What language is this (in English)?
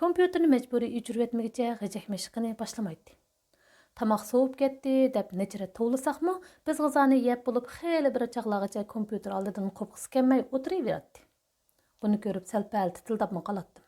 Uyghur